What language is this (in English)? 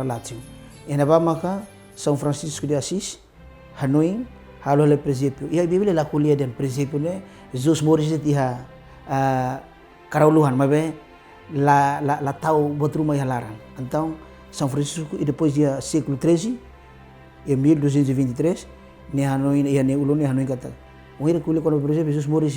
Tetum